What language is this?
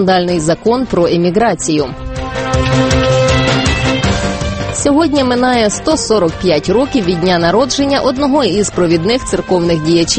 Ukrainian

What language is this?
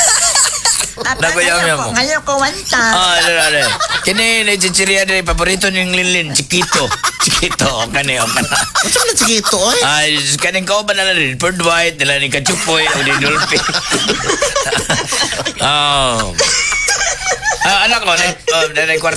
Cebuano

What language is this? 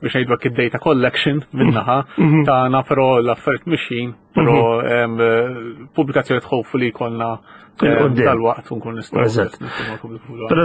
Maltese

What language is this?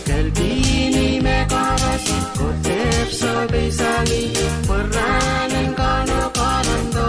Pohnpeian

